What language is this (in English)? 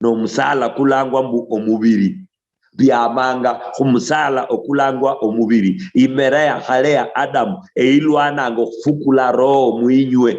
Luyia